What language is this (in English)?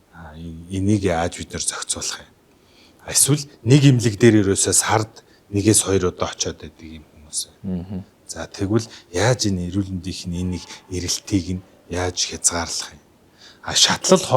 Mongolian